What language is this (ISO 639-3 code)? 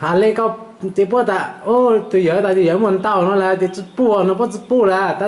hmn